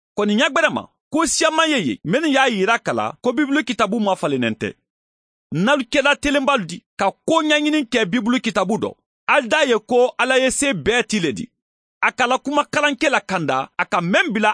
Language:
Mandingo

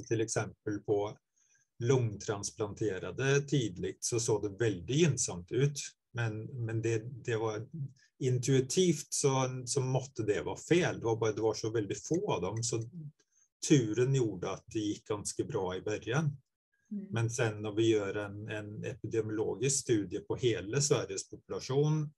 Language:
Swedish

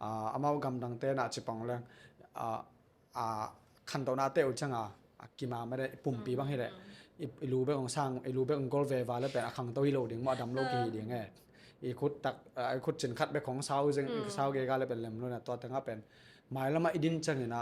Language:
Tedim Chin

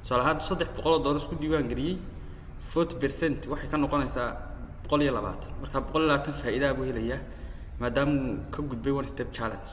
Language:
Somali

